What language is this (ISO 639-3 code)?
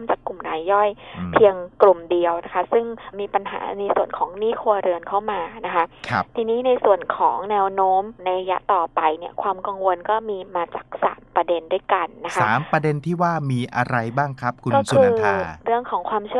tha